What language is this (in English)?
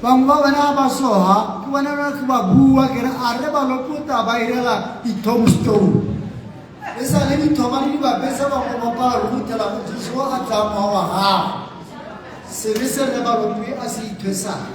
Tswana